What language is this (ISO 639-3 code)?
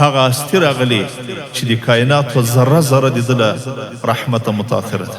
pus